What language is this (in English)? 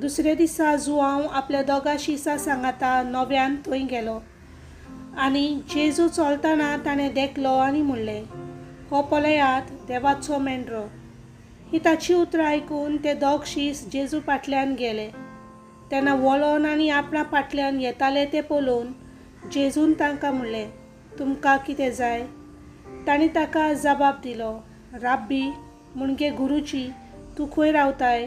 Konkani